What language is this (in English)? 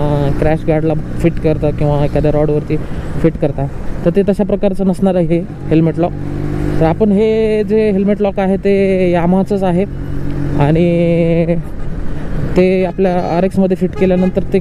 Marathi